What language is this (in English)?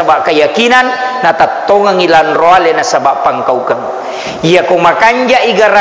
Buginese